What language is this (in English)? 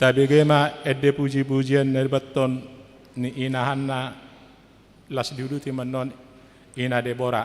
Batak Toba